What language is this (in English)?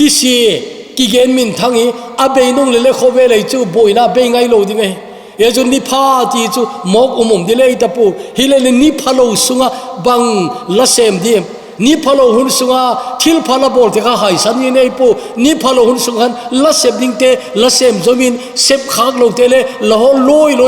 Thado Chin